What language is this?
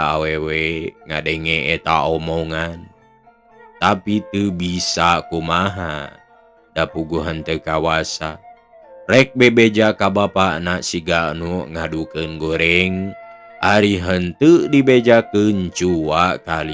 Sundanese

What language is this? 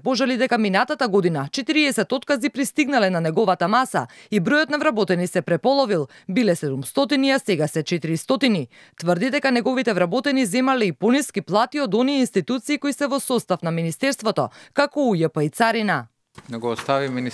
Macedonian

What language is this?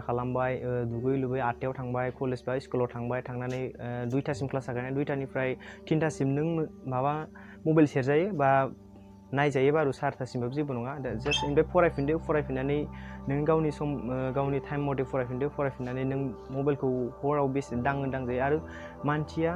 Bodo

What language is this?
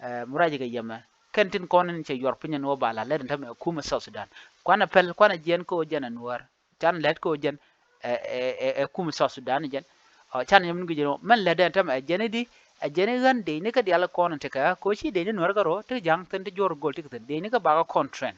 Nuer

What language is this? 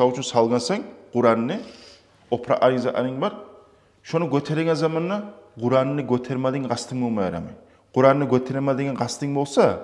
Kumyk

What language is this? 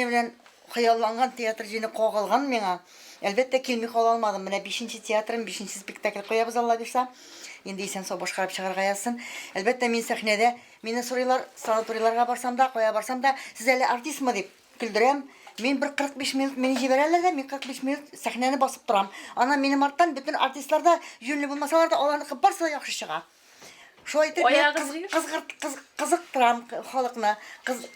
Tatar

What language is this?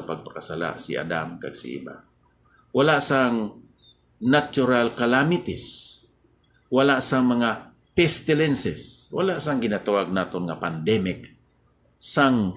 Hiligaynon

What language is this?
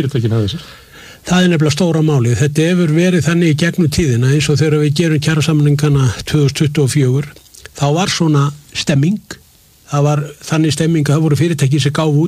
Icelandic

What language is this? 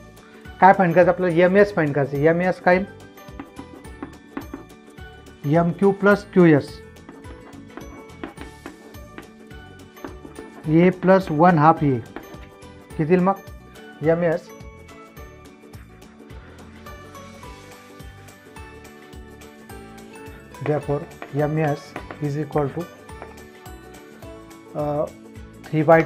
Marathi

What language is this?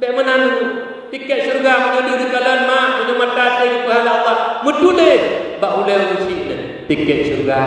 Achinese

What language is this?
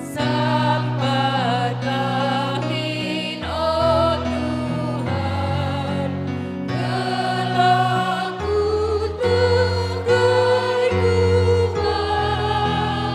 Batak Karo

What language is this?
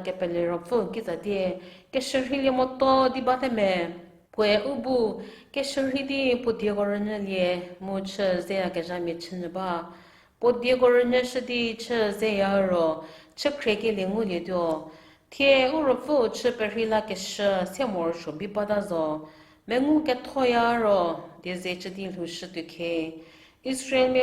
Angami Naga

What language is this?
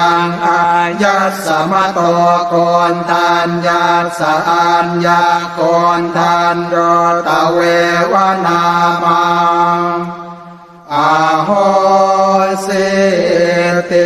Pali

